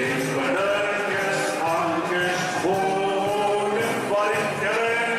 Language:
Limburgish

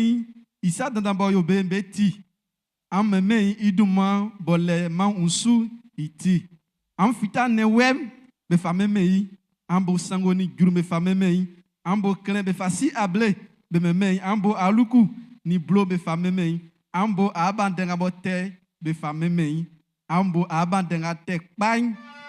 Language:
Baoulé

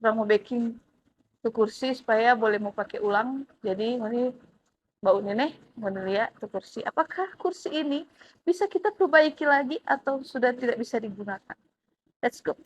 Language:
Manado Malay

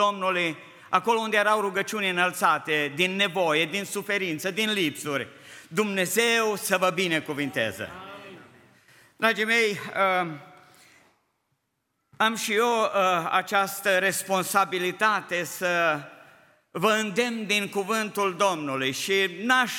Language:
Romanian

